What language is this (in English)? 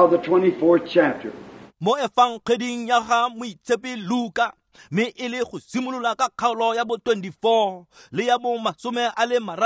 Tswana